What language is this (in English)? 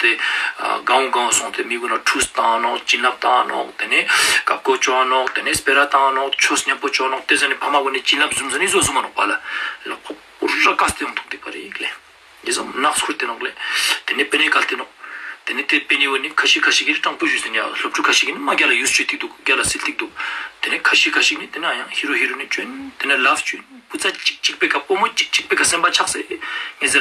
Ladakhi